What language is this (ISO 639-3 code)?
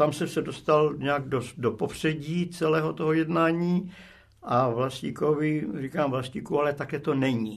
ces